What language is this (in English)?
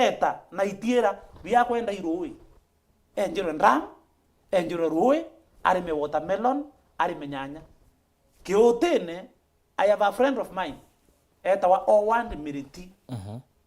Meru